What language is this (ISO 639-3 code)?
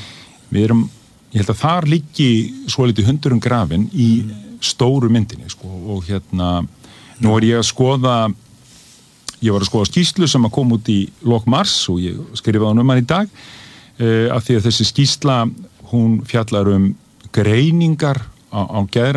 isl